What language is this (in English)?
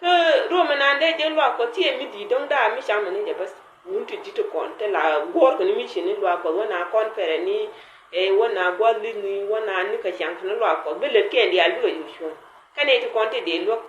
Nuer